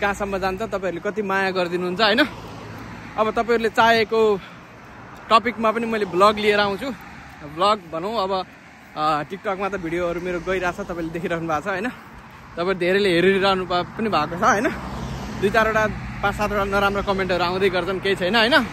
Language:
Nepali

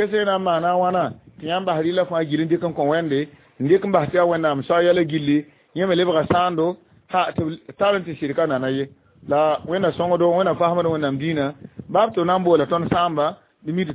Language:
Mossi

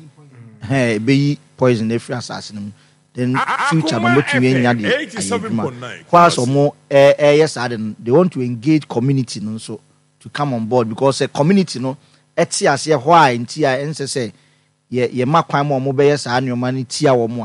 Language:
Akan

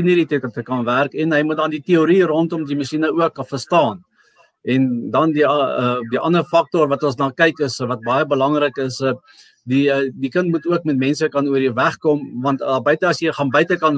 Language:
Afrikaans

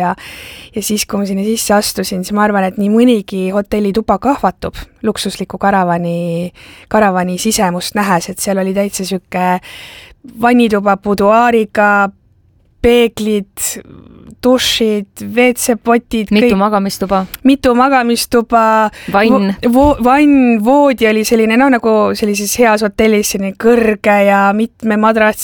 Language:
Estonian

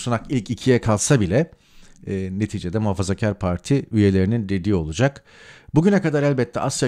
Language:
Turkish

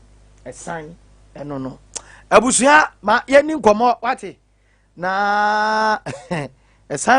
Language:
Akan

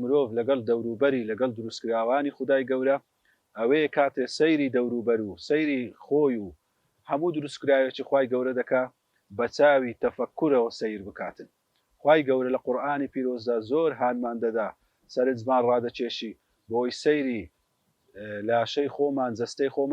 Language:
Central Kurdish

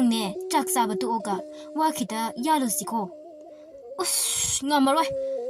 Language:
Manipuri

